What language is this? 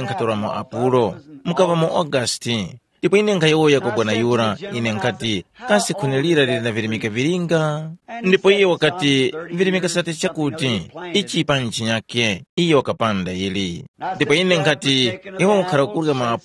Tumbuka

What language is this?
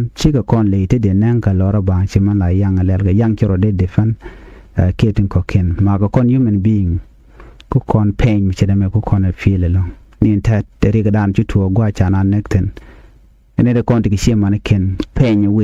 Nuer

